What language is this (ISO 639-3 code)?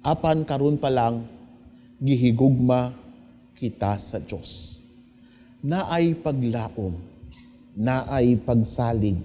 ceb